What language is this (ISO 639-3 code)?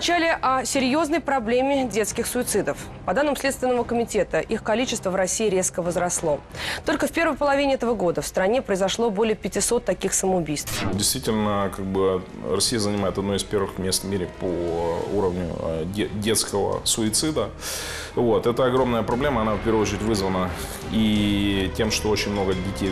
rus